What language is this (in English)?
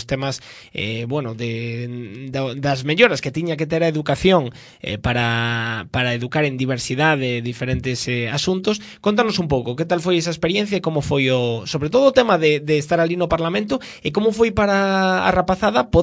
Galician